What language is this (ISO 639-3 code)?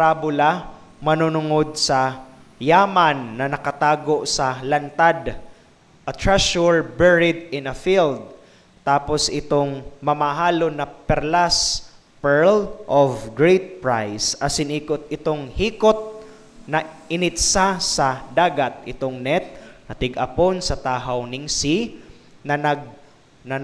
bik